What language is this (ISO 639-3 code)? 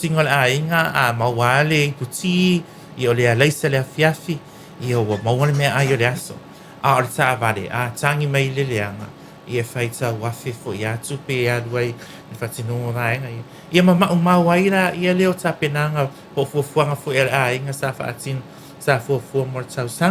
smo